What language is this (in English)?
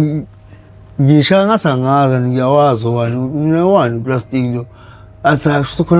Zulu